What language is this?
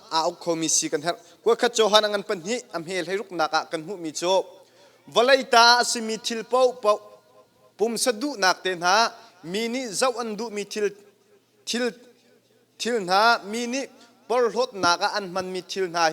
Hakha Chin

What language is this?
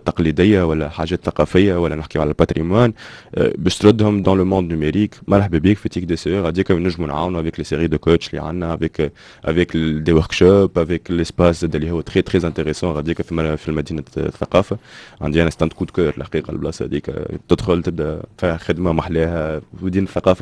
Tunisian Arabic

